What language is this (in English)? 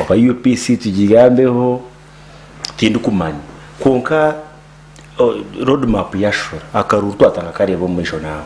Nyankole